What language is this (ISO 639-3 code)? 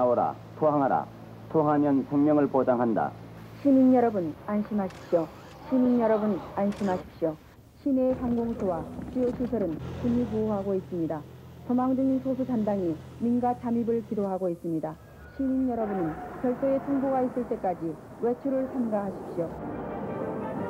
kor